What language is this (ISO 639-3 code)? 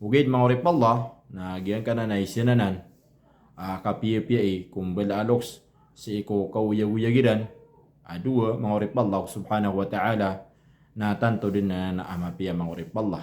mrw